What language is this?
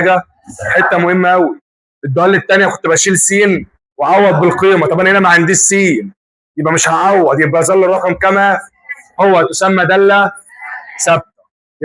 Egyptian Arabic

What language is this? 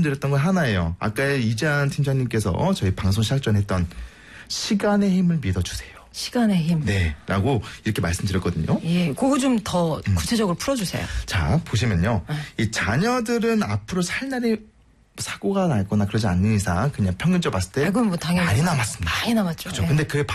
Korean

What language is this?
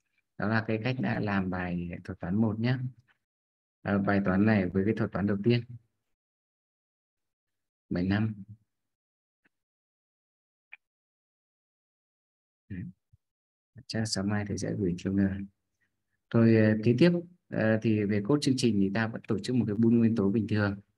Vietnamese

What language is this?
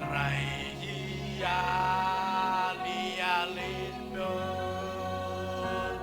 Marshallese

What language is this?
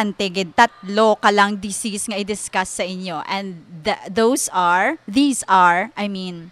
Hiligaynon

